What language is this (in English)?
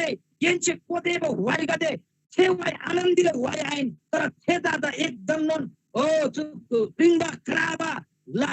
Eastern Tamang